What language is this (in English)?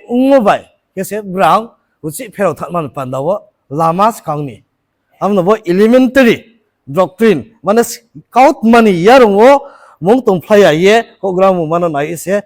Riang (India)